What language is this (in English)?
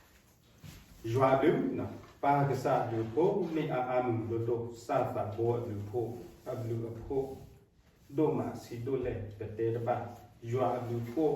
S'gaw Karen